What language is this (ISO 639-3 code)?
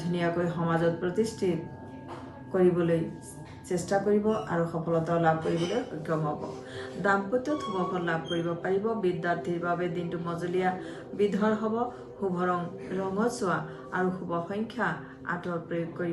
asm